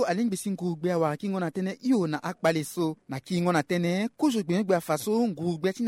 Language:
Sango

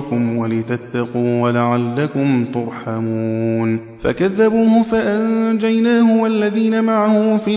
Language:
Arabic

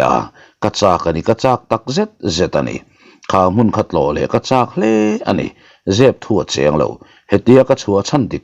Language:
Mizo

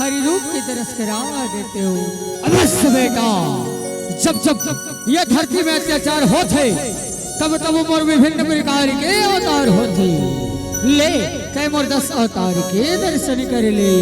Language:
Chhattisgarhi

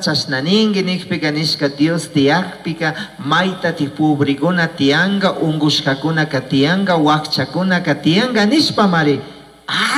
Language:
Chimborazo Highland Quichua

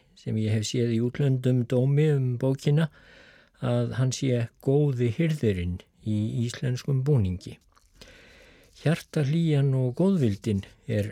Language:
Icelandic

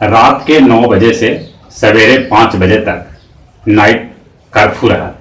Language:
Magahi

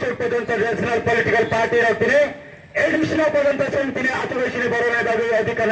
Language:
Riang (India)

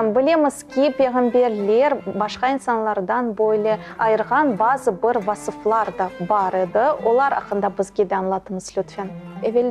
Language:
Crimean Tatar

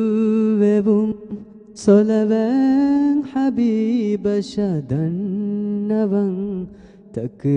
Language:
Divehi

